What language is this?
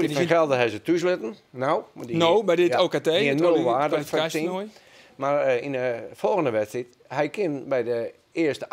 Western Frisian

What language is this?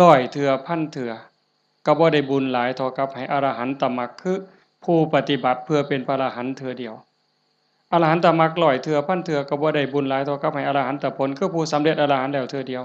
Northeastern Thai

